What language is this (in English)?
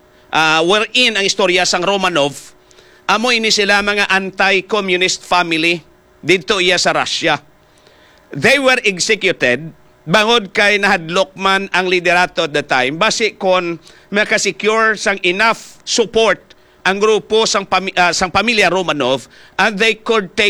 Hiligaynon